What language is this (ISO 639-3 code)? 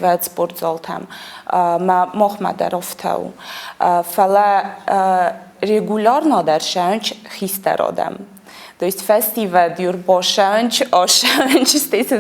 oss